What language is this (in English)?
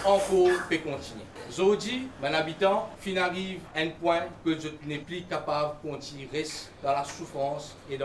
Morisyen